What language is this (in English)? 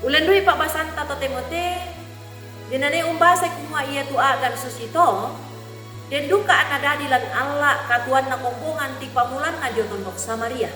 Toraja-Sa'dan